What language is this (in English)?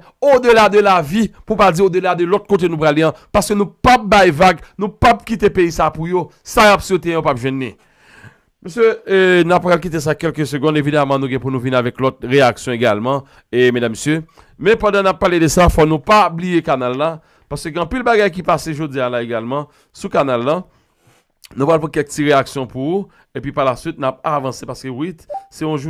Haitian Creole